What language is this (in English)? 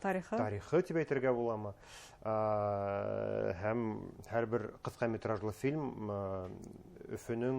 Bashkir